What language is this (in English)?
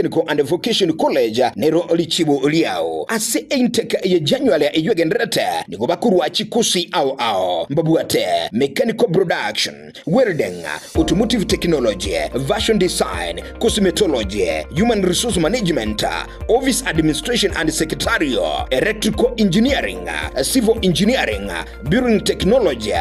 Gusii